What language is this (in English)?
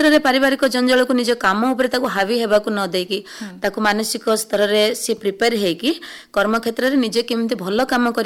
Odia